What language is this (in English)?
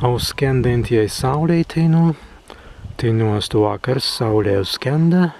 Prussian